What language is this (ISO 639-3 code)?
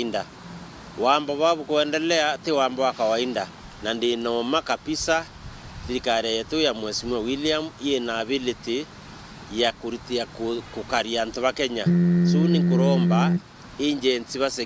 mer